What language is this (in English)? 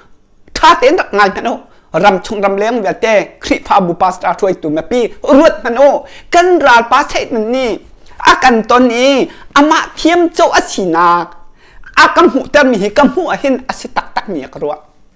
Hakha Chin